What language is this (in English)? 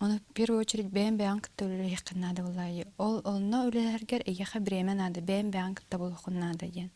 Yakut